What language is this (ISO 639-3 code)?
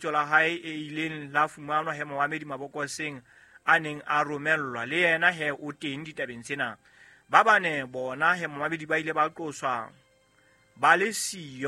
sot